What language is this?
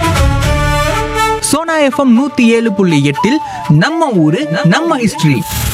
Tamil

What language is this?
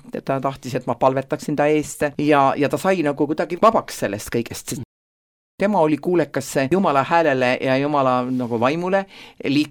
Estonian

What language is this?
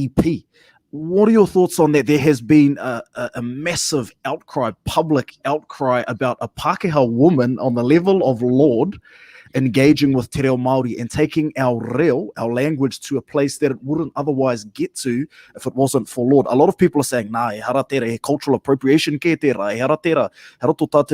Māori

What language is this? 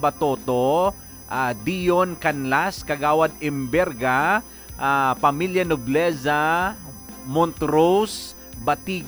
Hiligaynon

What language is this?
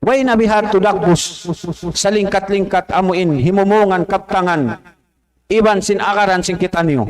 Tausug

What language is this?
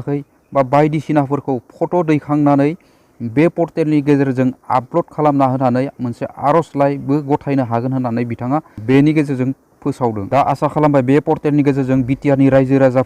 Bodo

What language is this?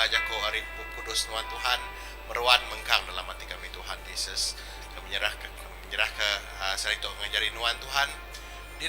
Iban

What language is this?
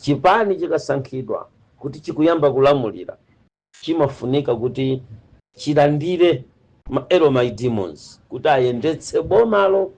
Nyanja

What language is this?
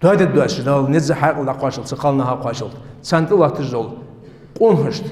Ingush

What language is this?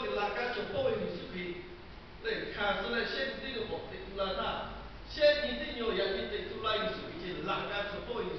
Lahu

